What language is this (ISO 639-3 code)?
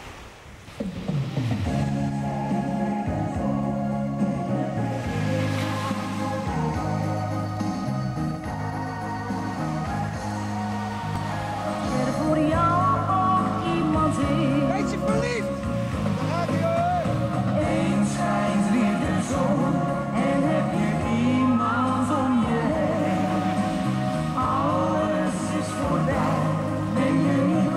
nld